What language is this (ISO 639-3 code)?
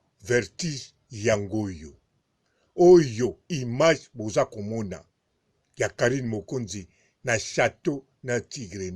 lin